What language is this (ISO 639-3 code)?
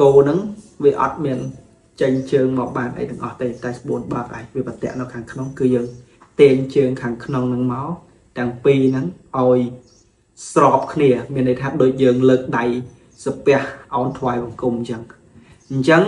khm